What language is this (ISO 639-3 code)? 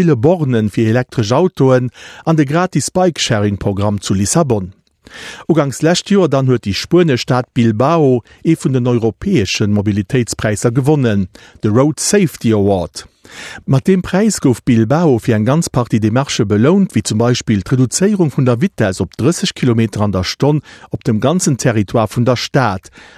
ltz